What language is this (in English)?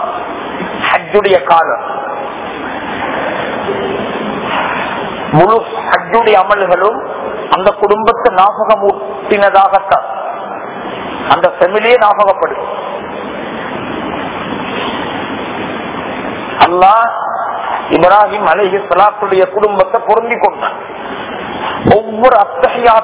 Tamil